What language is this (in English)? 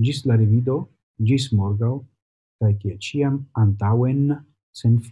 Esperanto